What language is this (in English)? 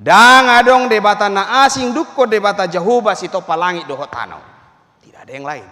Batak Toba